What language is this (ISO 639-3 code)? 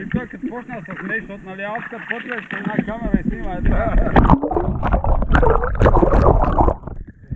bul